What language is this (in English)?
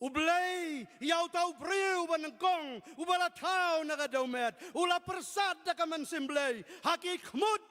Khasi